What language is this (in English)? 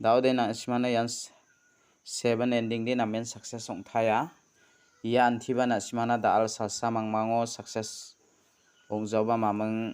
Garo